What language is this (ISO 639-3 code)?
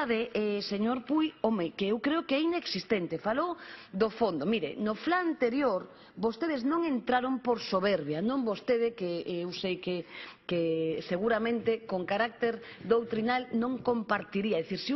glg